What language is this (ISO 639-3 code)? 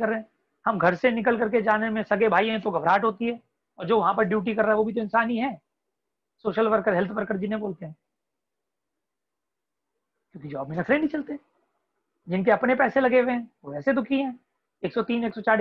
hin